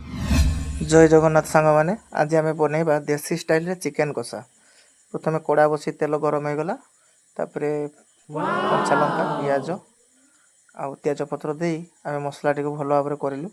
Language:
Odia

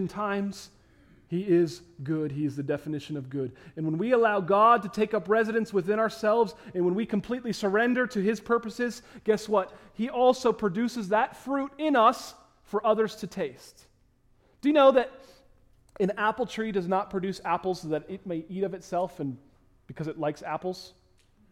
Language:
English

